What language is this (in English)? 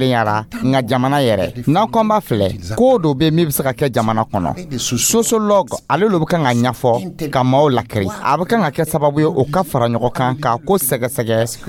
Dyula